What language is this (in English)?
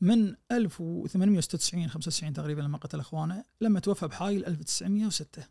Najdi Arabic